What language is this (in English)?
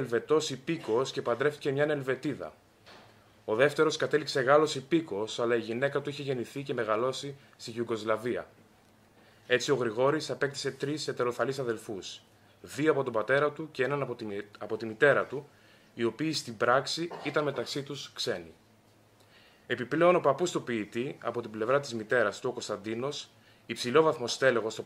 Greek